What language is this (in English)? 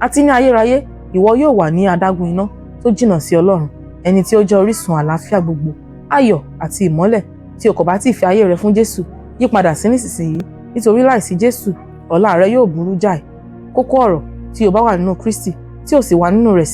Yoruba